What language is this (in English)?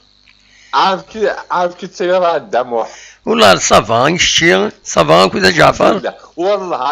Kabyle